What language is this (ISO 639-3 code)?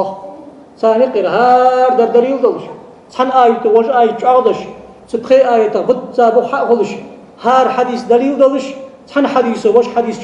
inh